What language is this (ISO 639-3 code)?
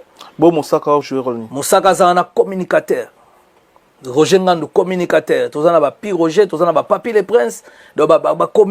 lin